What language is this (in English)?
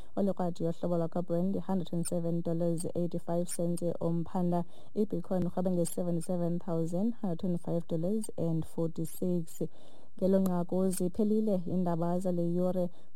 Xhosa